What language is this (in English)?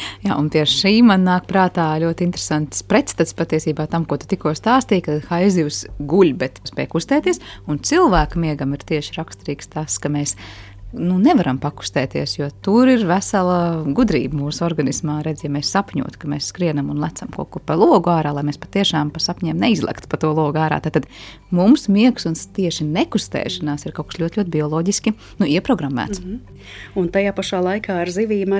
Latvian